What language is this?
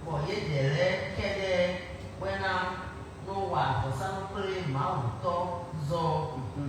Fon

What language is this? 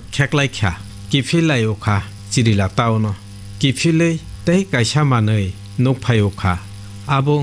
Kok Borok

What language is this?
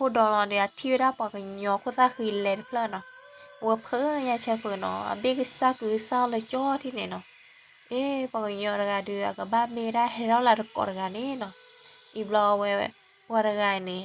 S'gaw Karen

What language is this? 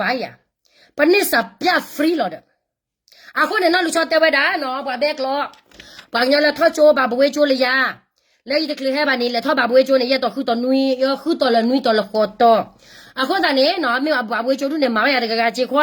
S'gaw Karen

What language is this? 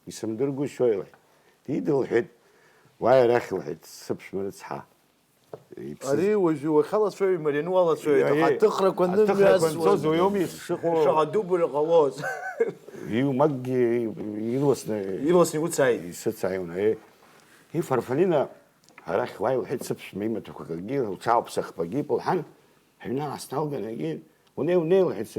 Abkhazian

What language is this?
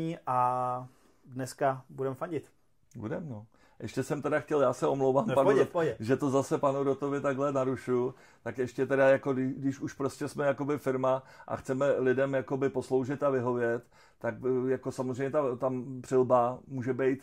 Czech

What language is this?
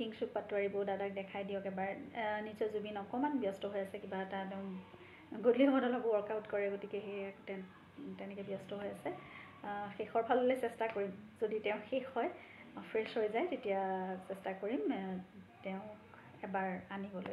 Assamese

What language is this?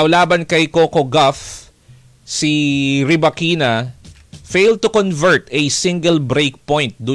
Filipino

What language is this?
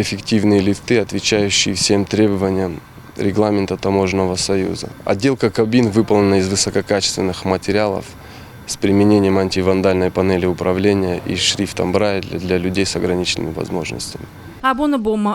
Ossetic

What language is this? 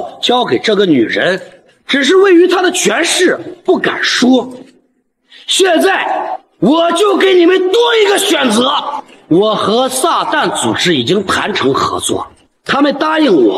Chinese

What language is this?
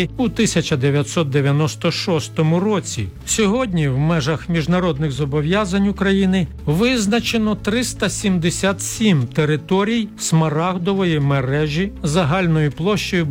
Ukrainian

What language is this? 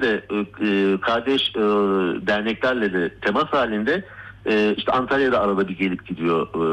Turkish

